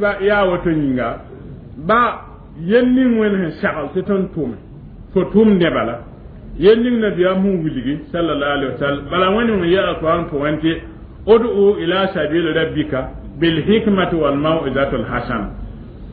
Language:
Mossi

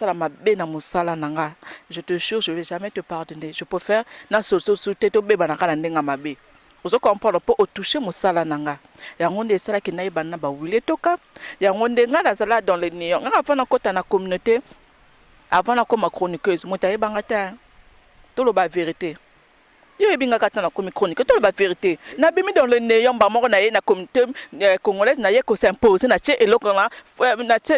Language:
Lingala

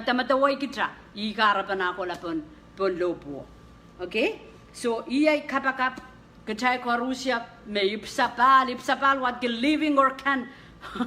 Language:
Pohnpeian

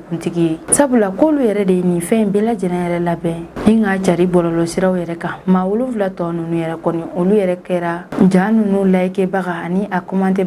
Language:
Bambara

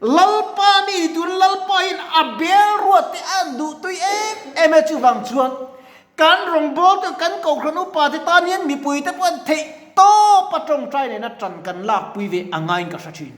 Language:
Mizo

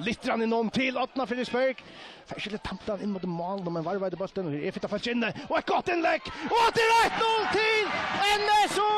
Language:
Faroese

